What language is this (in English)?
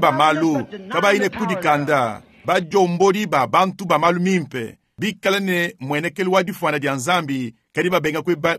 Luba-Lulua